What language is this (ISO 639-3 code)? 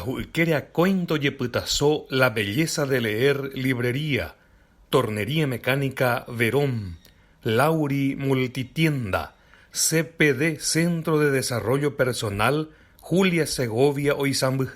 grn